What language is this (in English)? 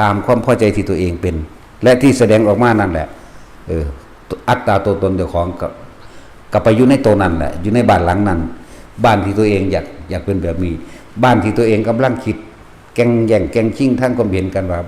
Lao